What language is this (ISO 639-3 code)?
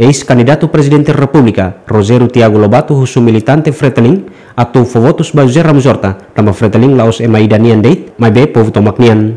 tet